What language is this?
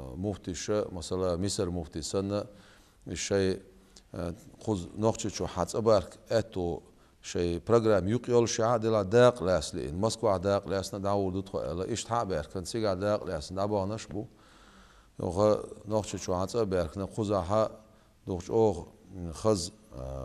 Chechen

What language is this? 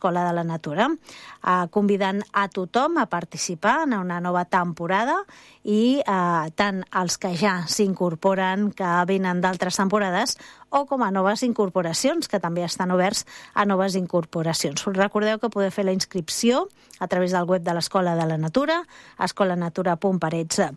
Catalan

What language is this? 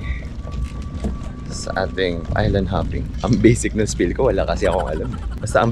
Filipino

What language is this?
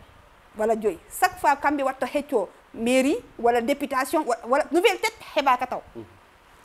Fula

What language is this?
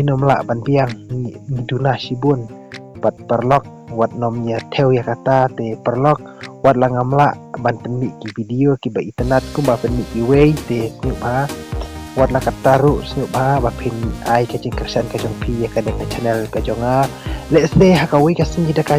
Khasi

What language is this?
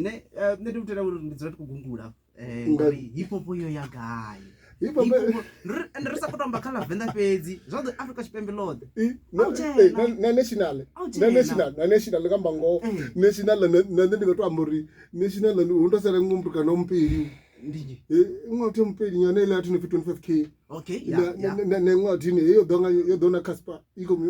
Venda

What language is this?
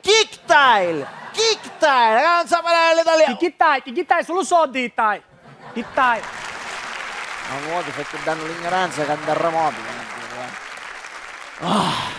Sicilian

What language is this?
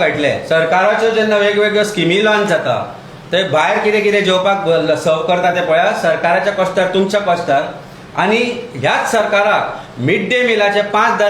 Konkani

